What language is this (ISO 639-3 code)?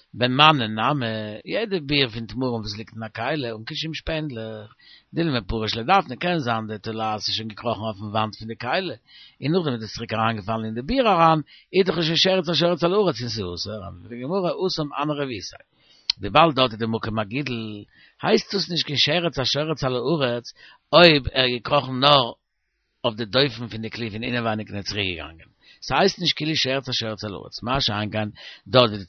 yid